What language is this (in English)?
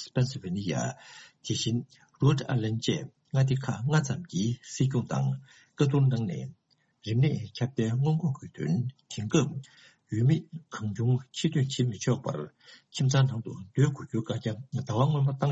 Tibetan